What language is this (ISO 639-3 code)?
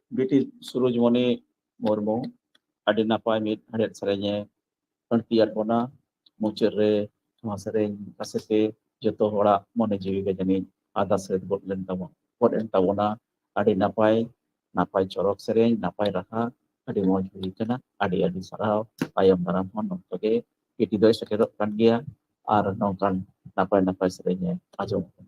sat